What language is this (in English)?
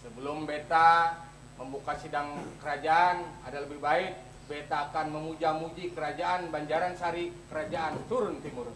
Banjar